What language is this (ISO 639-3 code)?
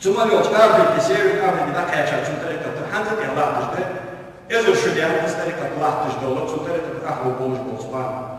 inh